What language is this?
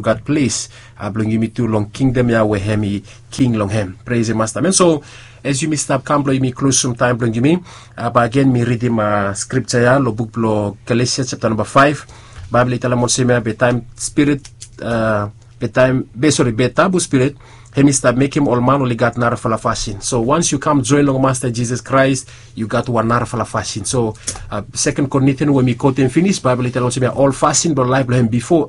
Bislama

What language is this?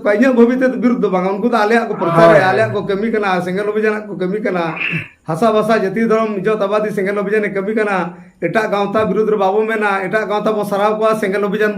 Santali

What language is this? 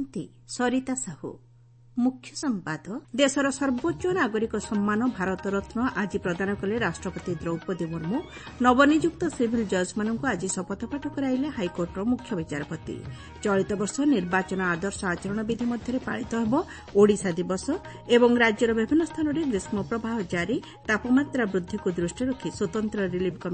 Odia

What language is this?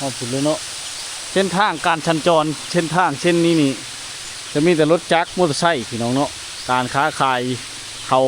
Lao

